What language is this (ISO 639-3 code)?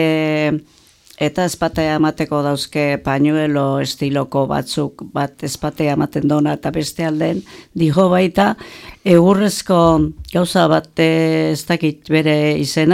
eus